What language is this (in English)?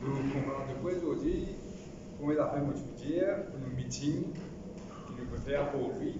Morisyen